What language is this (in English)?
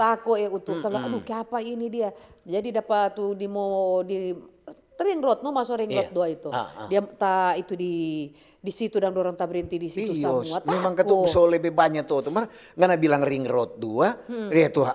Manado Malay